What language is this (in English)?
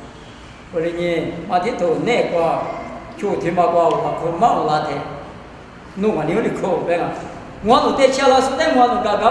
Lisu